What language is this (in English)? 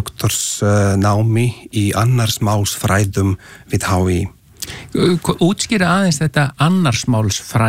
Icelandic